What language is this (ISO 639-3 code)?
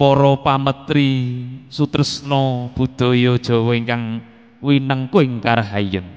jav